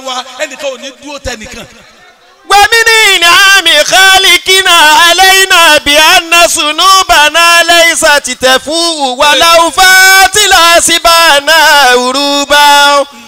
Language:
Yoruba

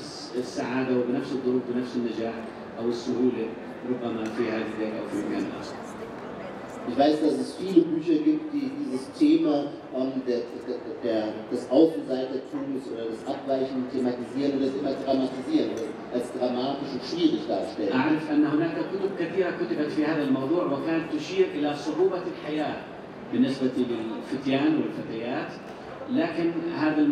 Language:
Arabic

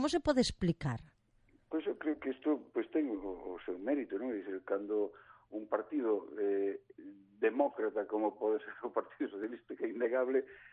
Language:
Galician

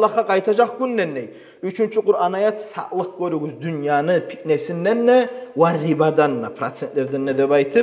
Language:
Kumyk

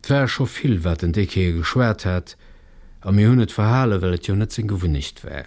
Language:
Luxembourgish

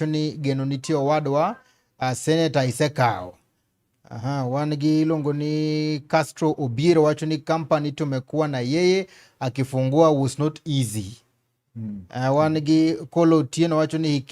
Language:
Luo (Kenya and Tanzania)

